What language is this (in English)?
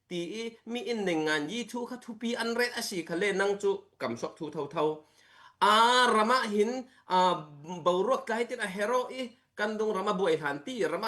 Falam Chin